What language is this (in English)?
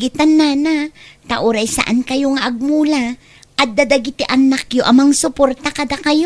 Iloko